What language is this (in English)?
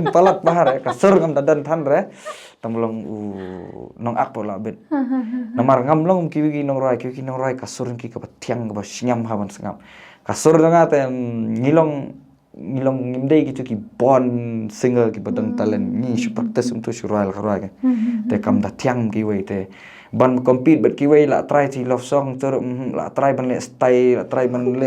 Khasi